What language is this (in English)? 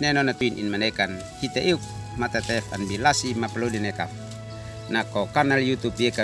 Uab Meto